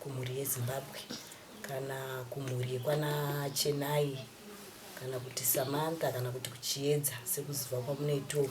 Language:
Shona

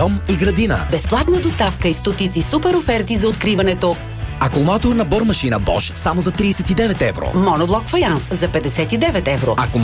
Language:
Bulgarian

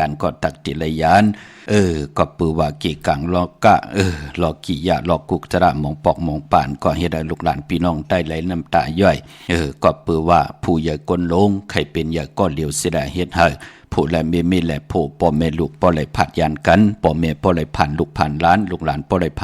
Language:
Shan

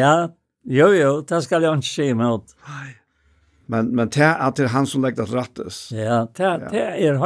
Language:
Faroese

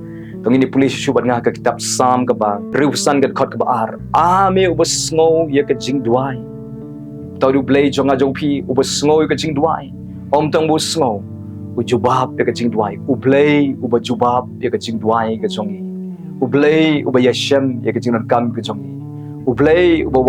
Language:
Khasi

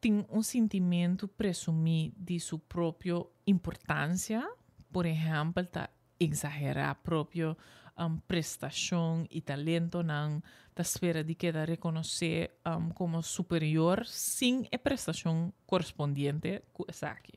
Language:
Papiamento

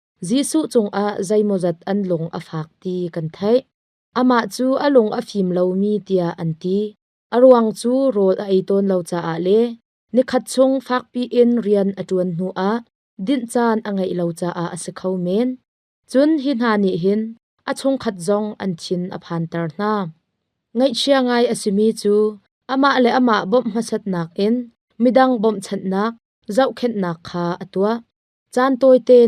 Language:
Hakha Chin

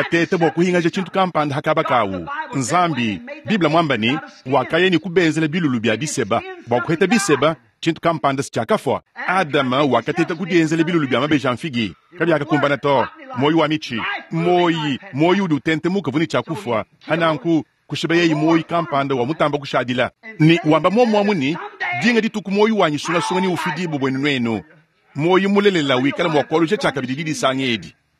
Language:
Luba-Lulua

